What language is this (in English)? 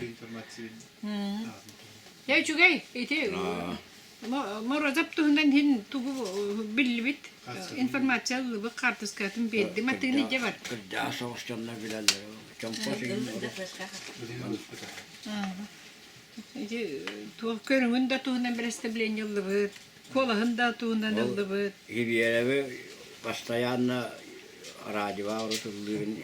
Yakut